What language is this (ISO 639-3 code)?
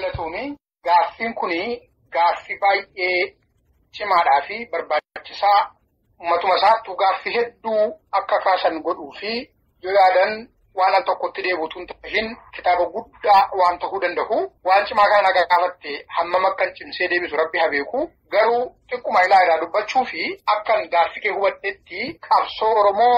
orm